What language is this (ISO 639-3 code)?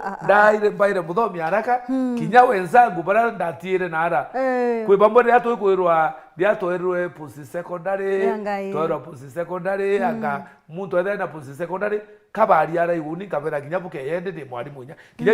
mer